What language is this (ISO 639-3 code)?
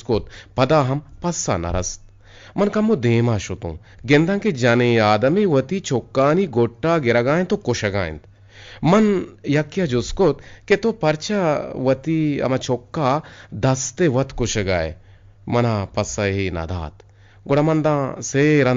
bgp